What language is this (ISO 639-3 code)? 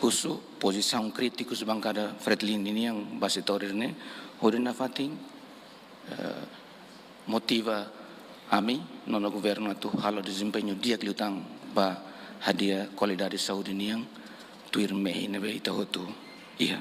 tet